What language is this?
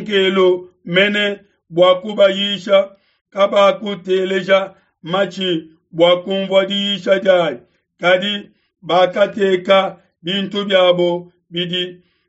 Luba-Lulua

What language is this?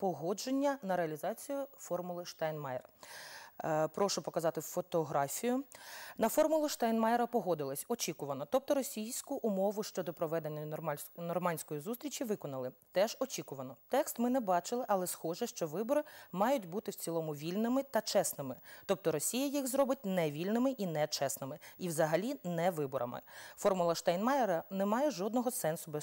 Ukrainian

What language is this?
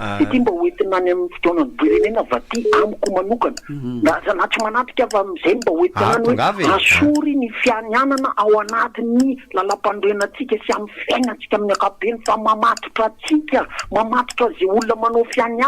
Malagasy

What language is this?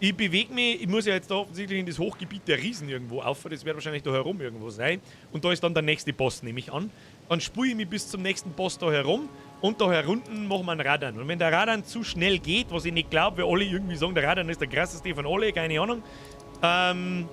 Bavarian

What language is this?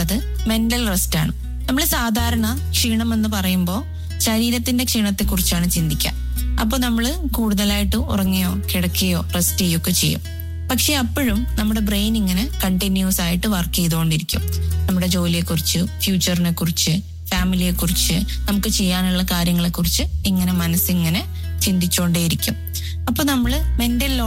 Malayalam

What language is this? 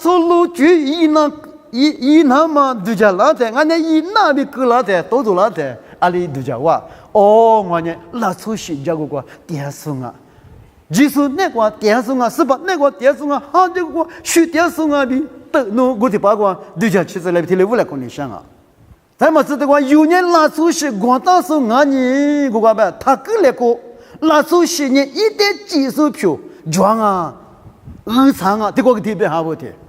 Lisu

